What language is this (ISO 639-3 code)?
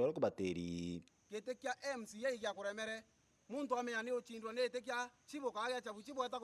mer